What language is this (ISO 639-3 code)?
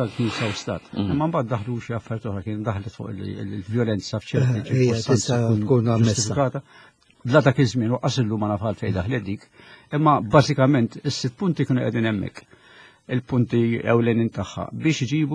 mlt